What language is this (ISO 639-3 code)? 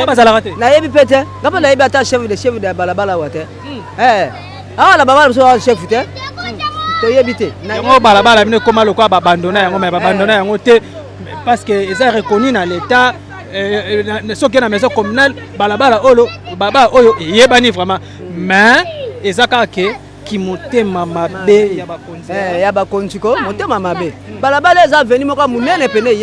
lin